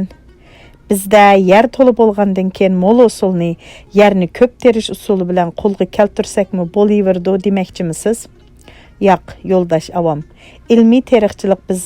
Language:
Uyghur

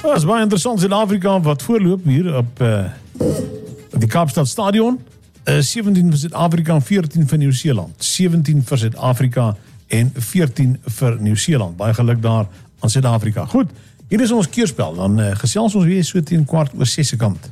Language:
Afrikaans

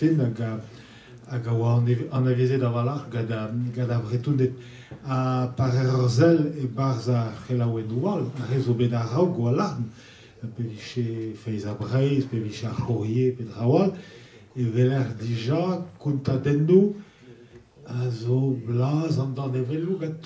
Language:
Breton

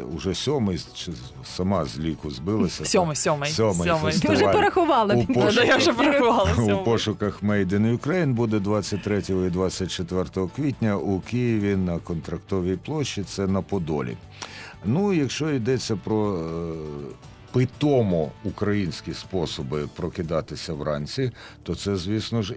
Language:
Ukrainian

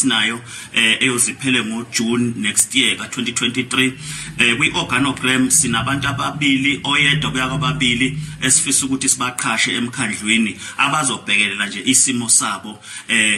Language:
Zulu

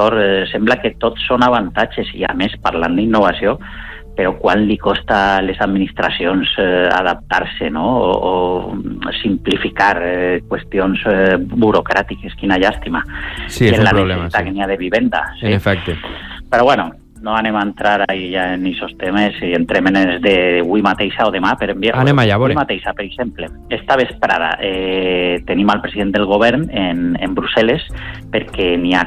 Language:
Catalan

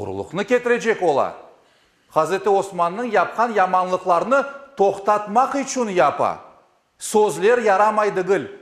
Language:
Crimean Tatar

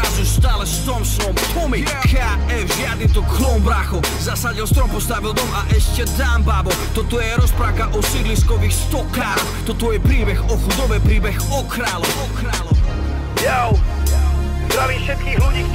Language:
Slovak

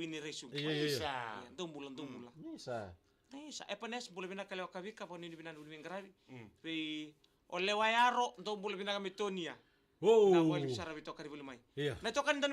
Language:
Fijian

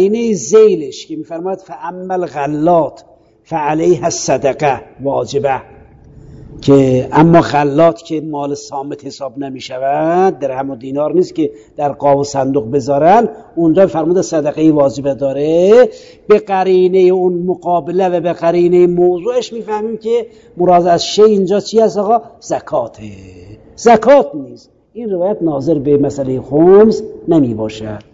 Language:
Persian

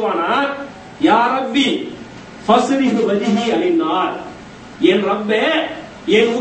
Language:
Tamil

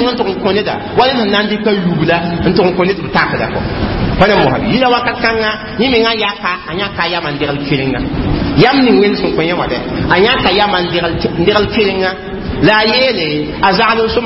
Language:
Mossi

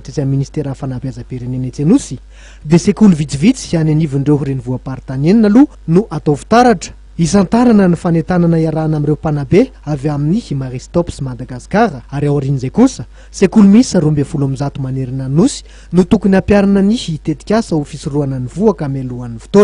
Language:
Malagasy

